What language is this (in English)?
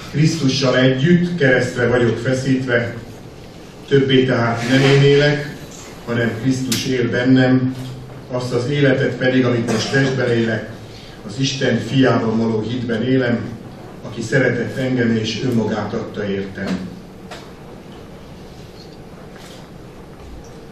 Hungarian